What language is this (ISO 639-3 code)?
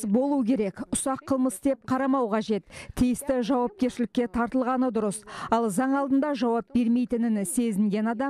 kaz